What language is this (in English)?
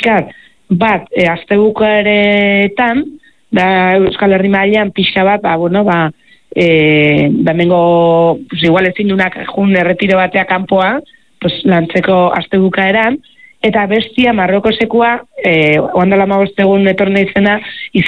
Basque